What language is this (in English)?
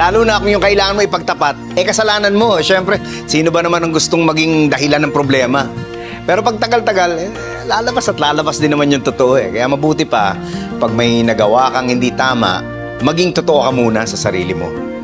Filipino